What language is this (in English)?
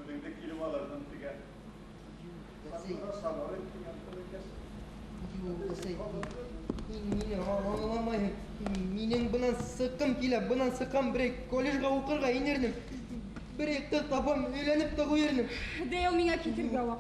Bashkir